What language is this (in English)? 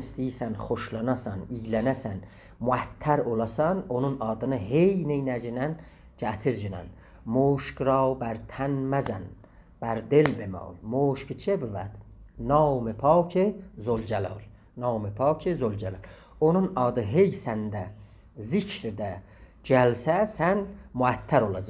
South Azerbaijani